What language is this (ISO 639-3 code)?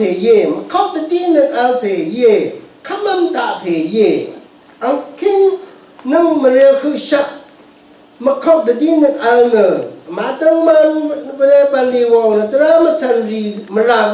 raw